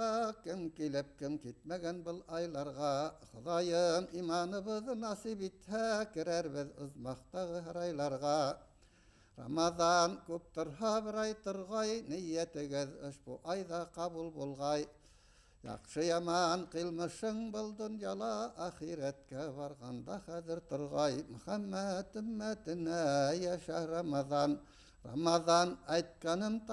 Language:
Bashkir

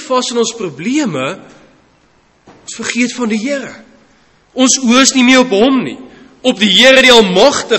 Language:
Afrikaans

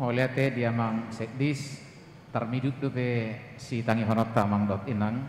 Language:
Batak Toba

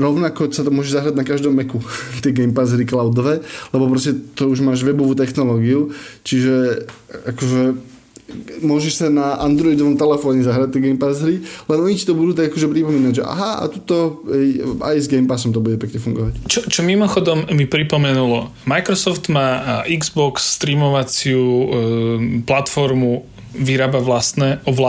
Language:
Slovak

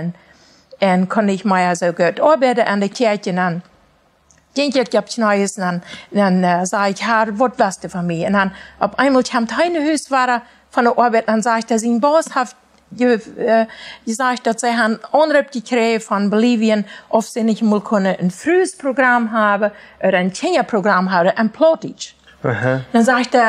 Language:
Plautdietsch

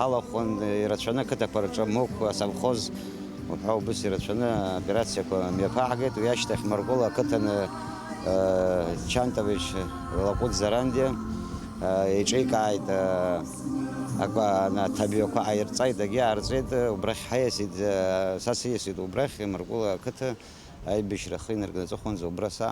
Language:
Abkhazian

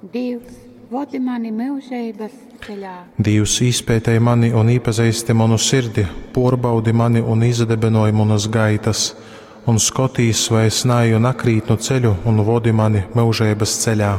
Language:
Latgalian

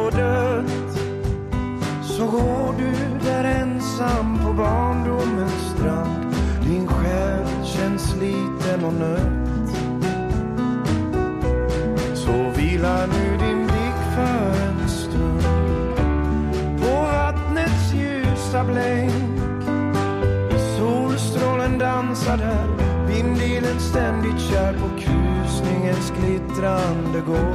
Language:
Swedish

